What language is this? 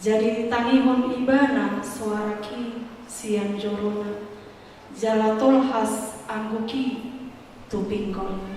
Batak Toba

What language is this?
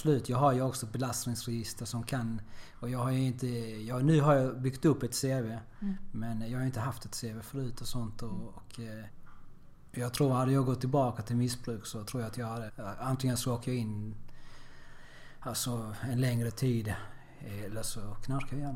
Swedish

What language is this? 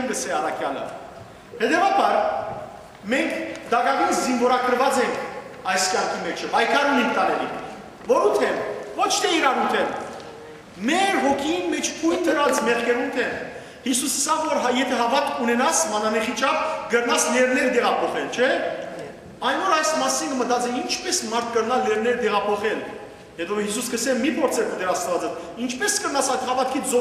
Western Armenian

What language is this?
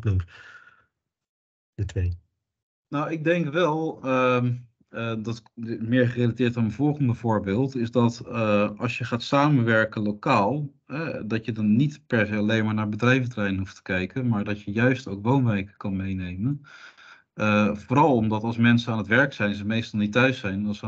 Dutch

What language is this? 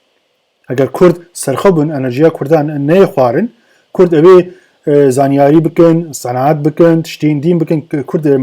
Kurdish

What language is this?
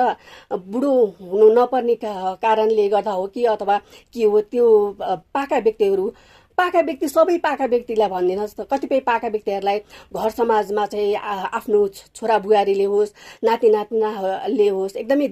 Nepali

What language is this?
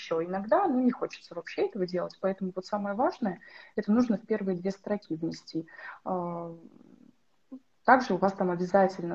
Russian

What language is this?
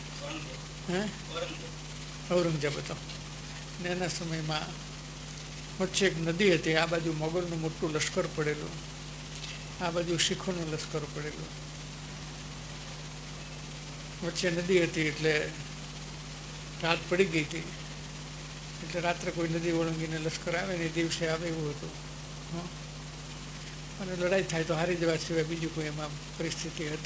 Gujarati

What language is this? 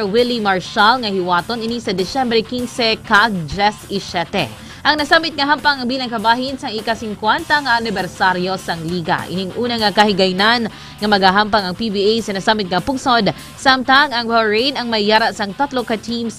Hiligaynon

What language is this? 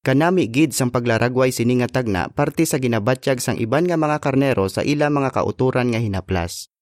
Hiligaynon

